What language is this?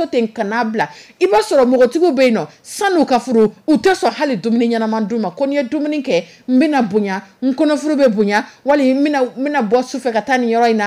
Dyula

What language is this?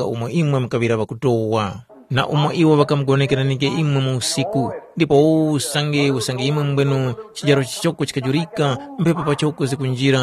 Tumbuka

